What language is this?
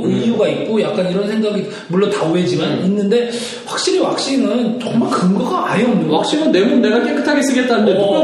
Korean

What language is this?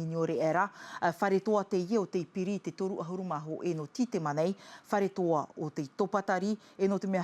Tahitian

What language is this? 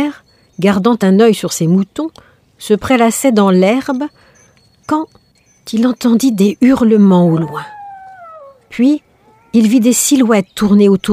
French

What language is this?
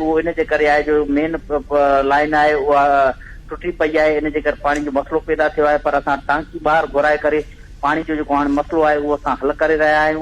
Sindhi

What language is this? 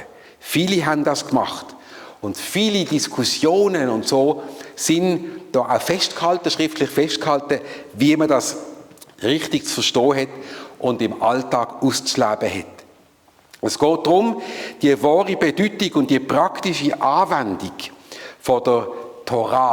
Swiss German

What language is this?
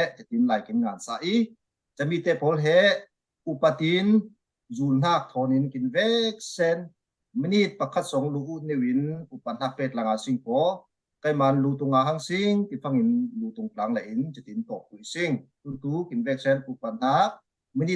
Falam Chin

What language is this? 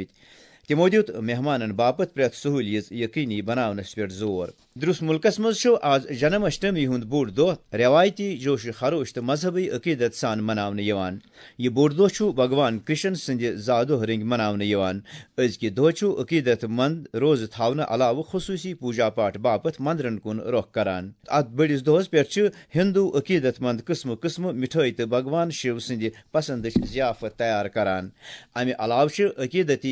Kashmiri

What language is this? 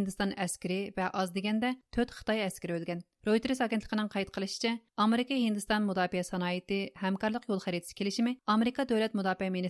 Uyghur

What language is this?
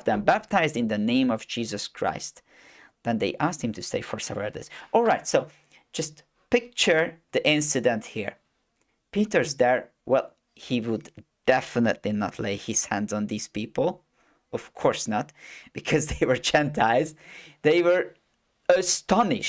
English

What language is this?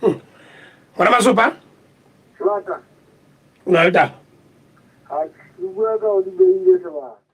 Southern Sotho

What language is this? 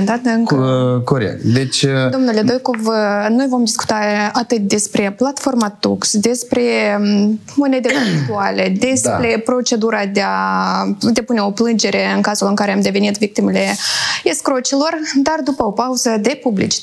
Romanian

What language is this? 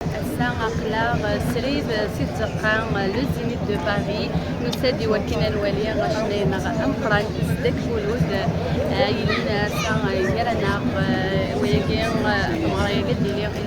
Kabyle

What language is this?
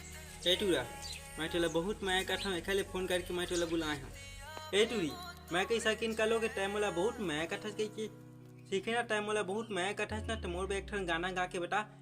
Chhattisgarhi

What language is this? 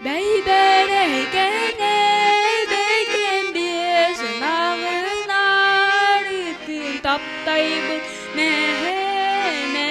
Yakut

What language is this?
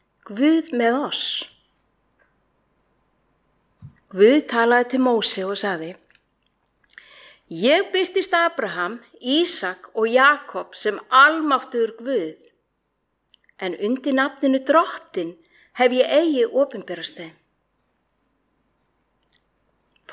Icelandic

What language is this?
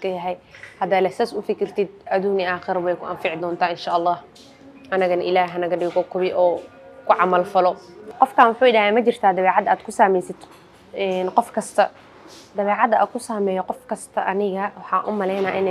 Somali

